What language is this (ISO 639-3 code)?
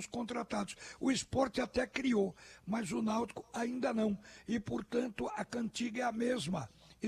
por